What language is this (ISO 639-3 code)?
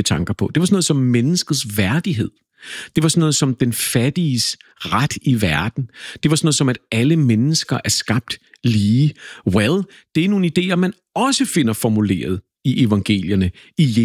dan